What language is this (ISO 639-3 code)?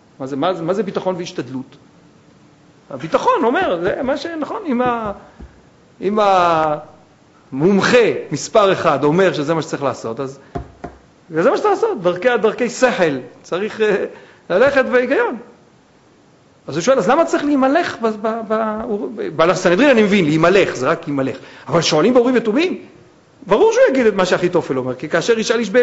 heb